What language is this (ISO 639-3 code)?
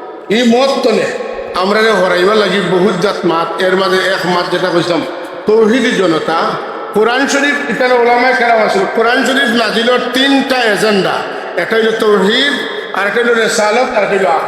syl